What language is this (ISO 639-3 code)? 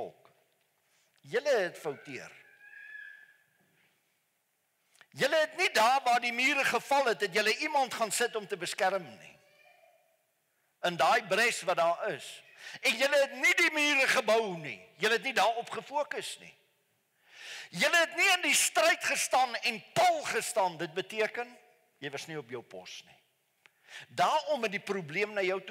afr